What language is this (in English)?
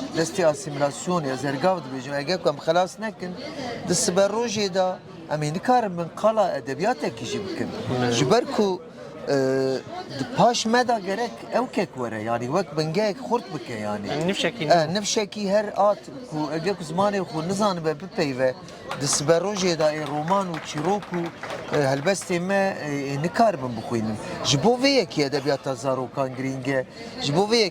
Kurdish